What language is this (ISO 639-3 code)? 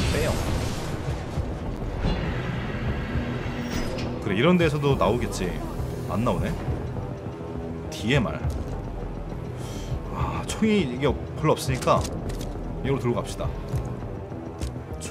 kor